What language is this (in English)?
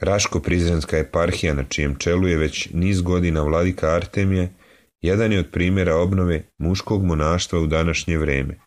Serbian